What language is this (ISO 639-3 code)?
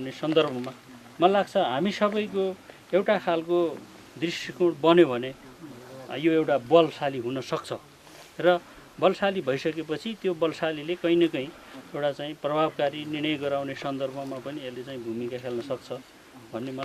nep